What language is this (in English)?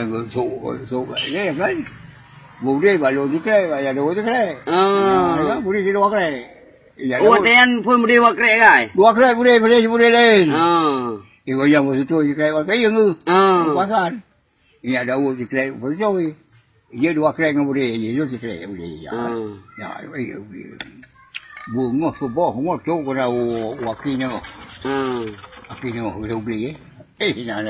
Achinese